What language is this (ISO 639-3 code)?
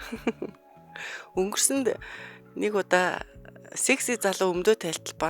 mon